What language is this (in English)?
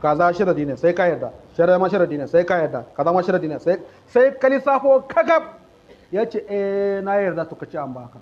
Hausa